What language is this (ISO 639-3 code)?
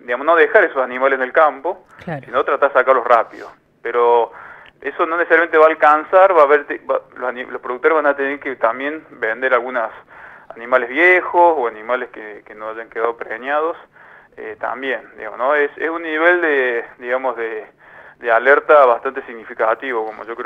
spa